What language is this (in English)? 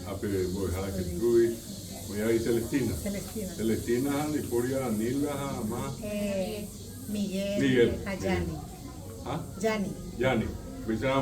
Guarani